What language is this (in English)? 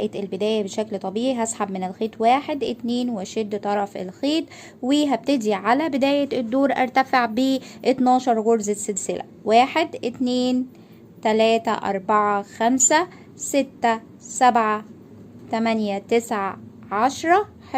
Egyptian Arabic